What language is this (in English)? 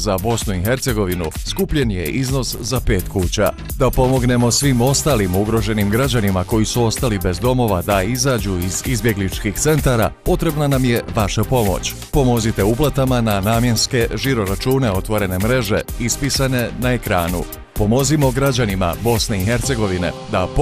Bosnian